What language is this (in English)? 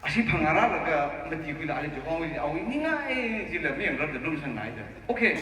Tangkhul Naga (India)